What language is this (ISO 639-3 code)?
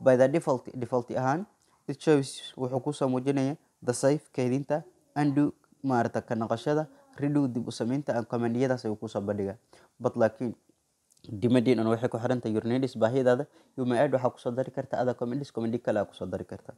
som